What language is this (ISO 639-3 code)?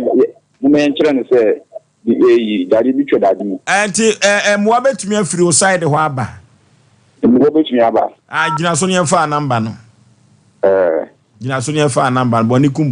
aka